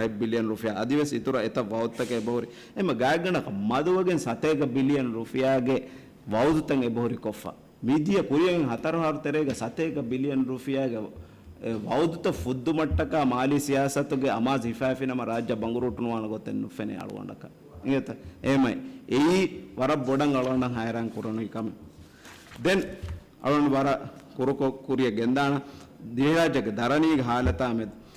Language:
Divehi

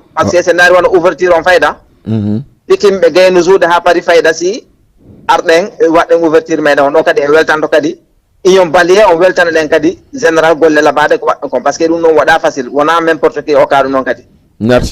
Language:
Fula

